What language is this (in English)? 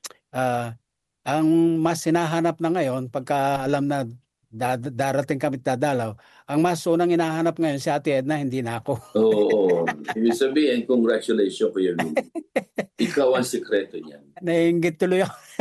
Filipino